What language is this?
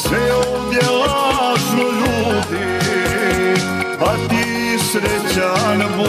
Serbian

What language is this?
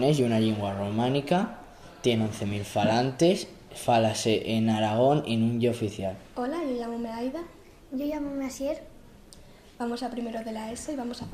Asturian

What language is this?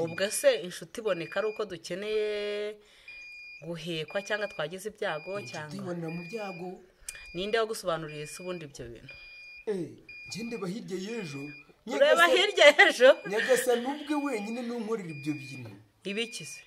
Kinyarwanda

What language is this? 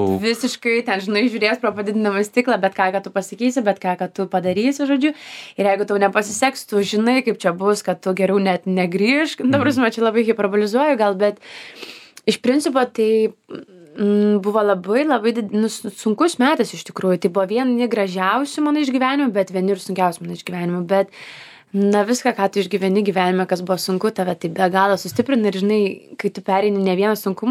Lithuanian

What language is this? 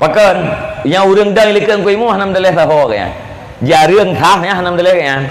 Achinese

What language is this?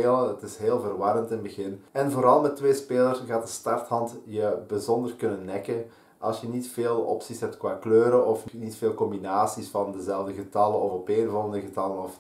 Dutch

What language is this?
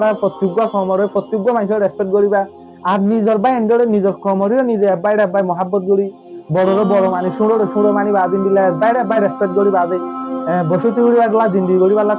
Rohingya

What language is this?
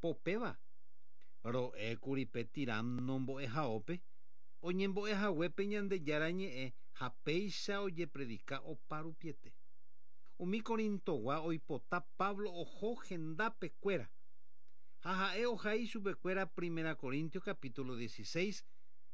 Guarani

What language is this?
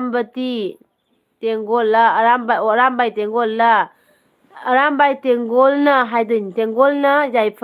Manipuri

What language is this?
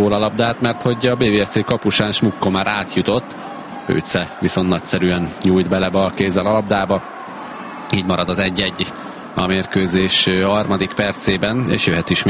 Hungarian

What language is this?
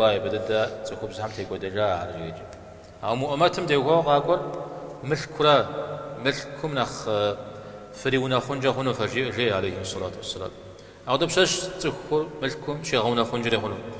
Kabardian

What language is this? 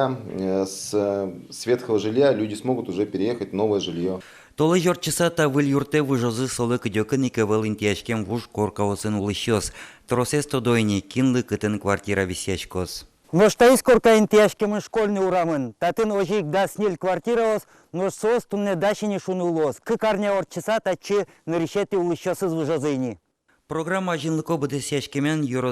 Udmurt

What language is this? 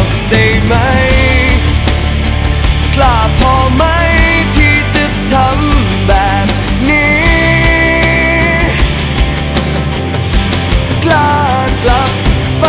Thai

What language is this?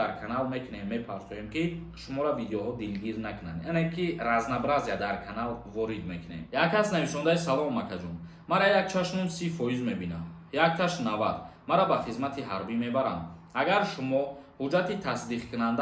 Tajik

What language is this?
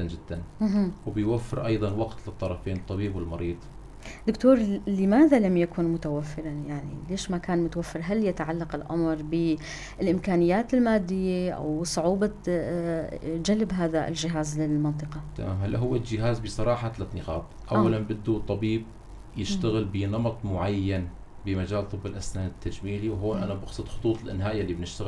North Levantine Arabic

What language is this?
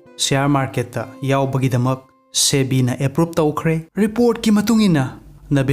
Manipuri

